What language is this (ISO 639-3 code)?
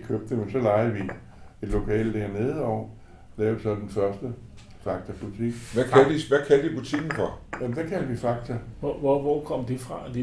dan